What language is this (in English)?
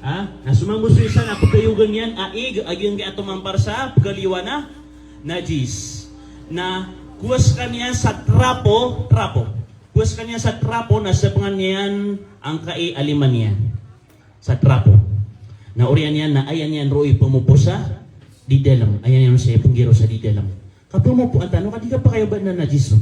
Maranao